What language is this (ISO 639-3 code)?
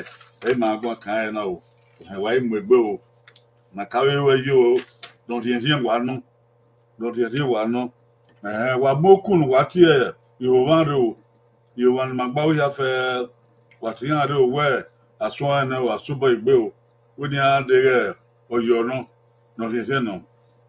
bin